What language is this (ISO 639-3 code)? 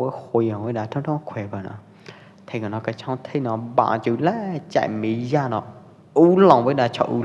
kjp